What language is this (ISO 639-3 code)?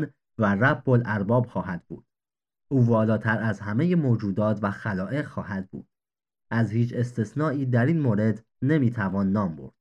fas